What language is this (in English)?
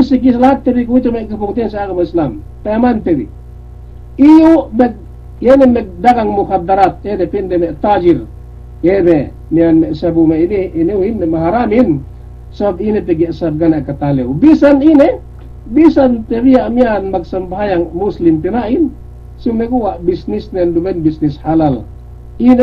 Yakan